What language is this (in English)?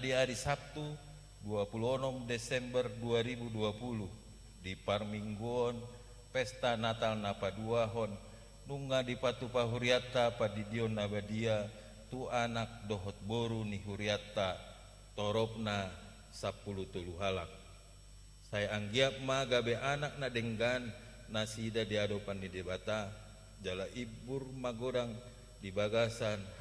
Batak Toba